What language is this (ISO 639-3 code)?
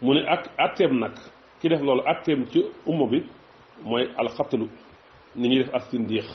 wol